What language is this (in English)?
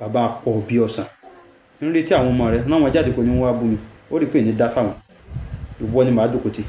Yoruba